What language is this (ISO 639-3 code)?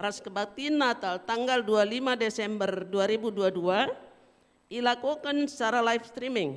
btx